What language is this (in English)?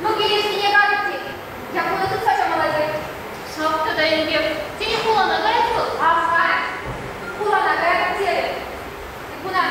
Chuvash